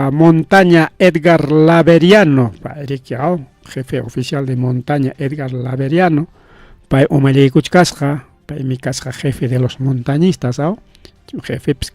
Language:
Ayacucho Quechua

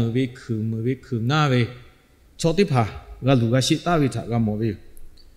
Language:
Lahu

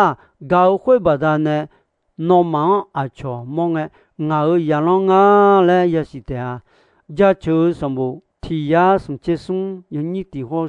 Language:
Akha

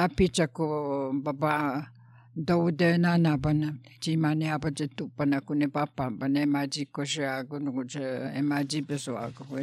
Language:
Albanian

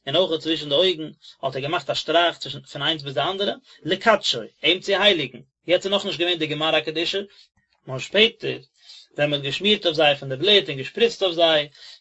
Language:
Yiddish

